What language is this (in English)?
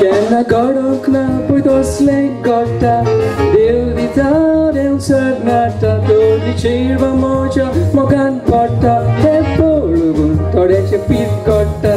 Konkani